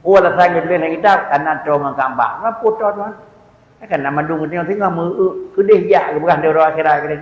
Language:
Achinese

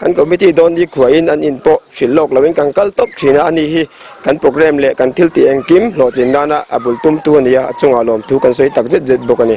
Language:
Mizo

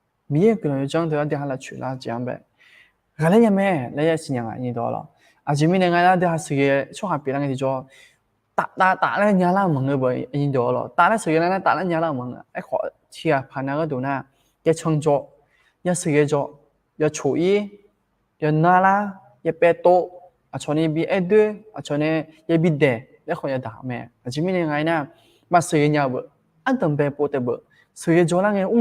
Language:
Akha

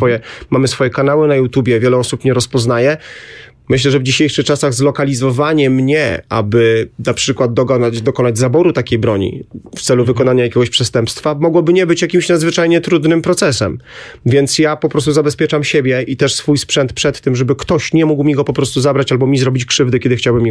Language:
Polish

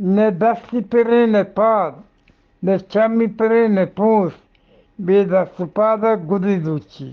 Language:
Eastern Balochi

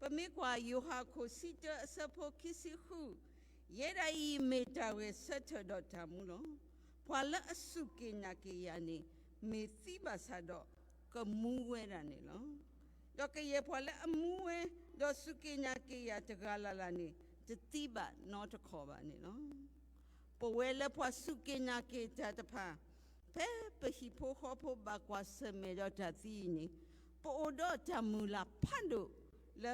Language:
S'gaw Karen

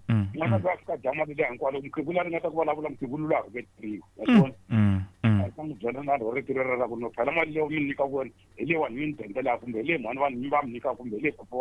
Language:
Tsonga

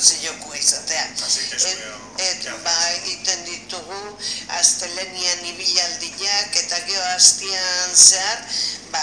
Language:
Basque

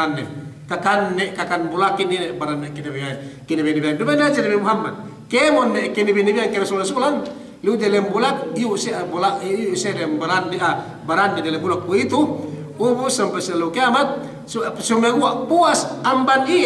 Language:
Yakan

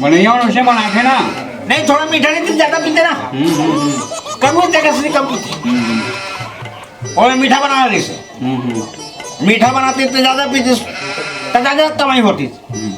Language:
Chhattisgarhi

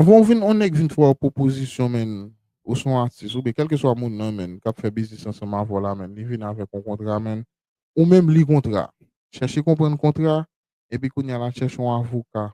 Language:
Haitian Creole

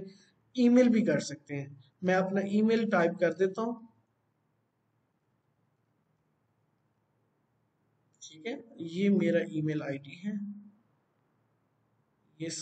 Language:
Hindi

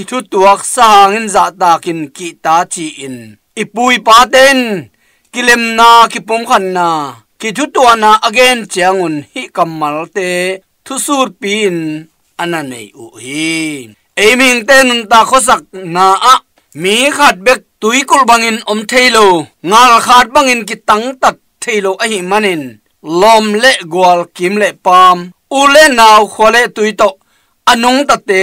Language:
Tedim Chin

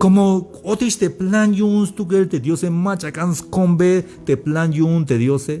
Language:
Tzeltal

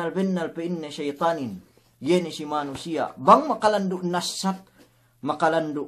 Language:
Yakan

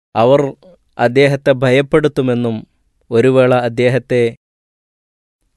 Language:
Malayalam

